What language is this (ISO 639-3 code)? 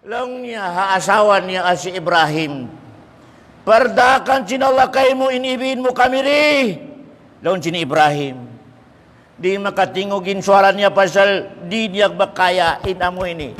tsg